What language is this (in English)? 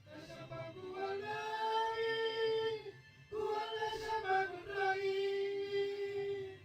Batak Simalungun